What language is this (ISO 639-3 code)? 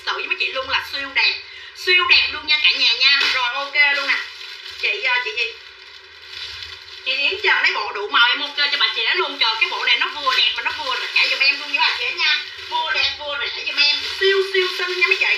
vie